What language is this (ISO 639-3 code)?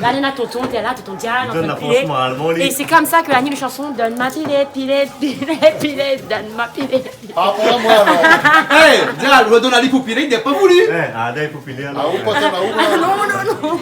rcf